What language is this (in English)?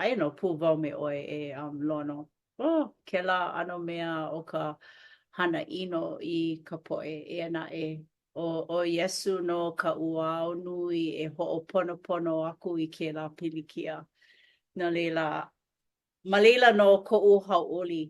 Hawaiian